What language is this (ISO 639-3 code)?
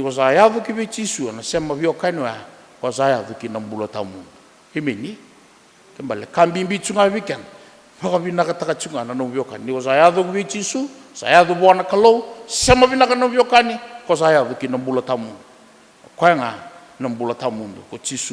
fij